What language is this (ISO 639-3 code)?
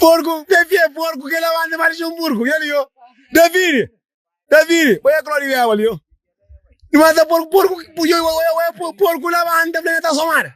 kea